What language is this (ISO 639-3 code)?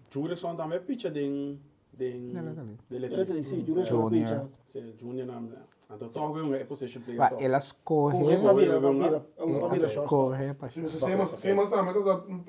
pap